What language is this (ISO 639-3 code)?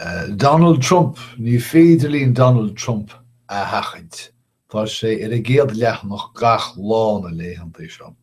gle